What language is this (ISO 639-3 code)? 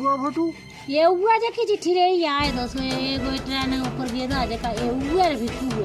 doi